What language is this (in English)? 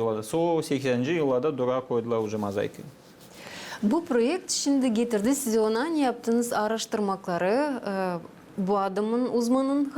Gagauz